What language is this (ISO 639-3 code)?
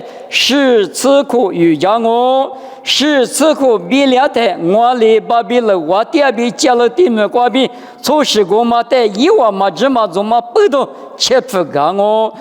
lis